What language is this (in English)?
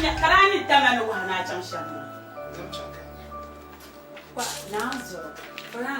Dagbani